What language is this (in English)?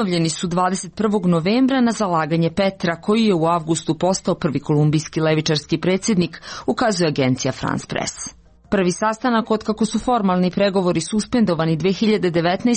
Serbian